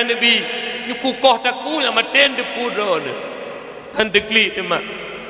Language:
Achinese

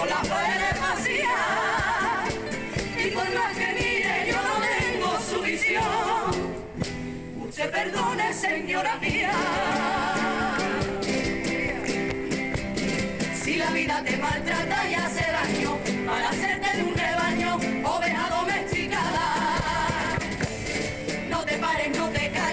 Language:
Spanish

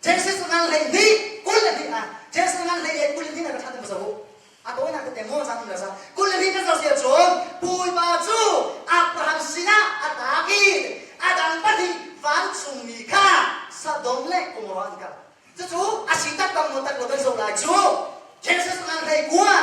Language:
Hakha Chin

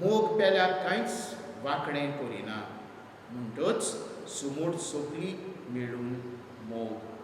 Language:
Konkani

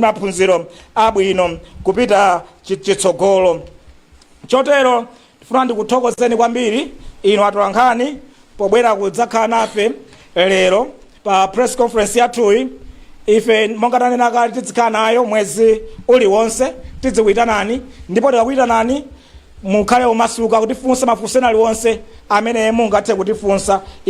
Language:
Nyanja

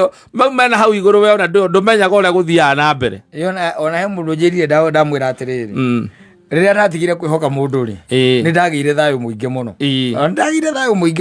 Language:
Kikuyu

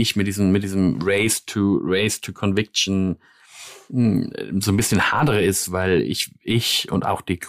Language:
German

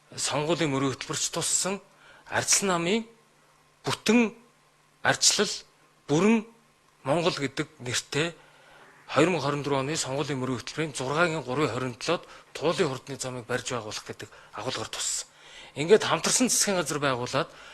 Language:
Mongolian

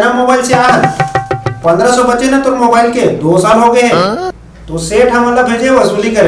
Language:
Chhattisgarhi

